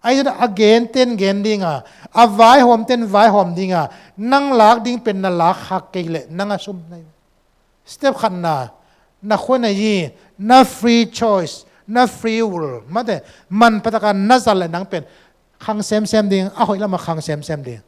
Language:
Tedim Chin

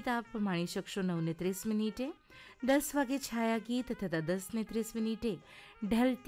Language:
Gujarati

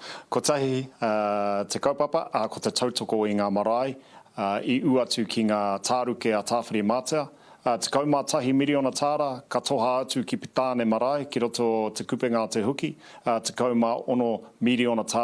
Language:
Māori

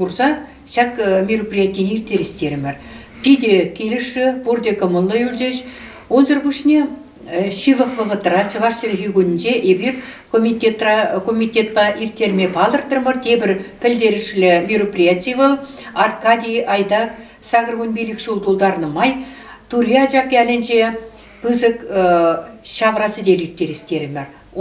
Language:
Chuvash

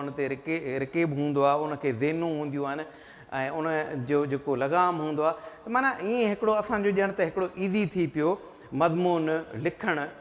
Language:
Sindhi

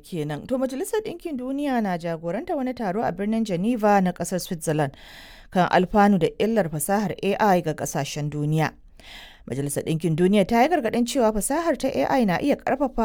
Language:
Hausa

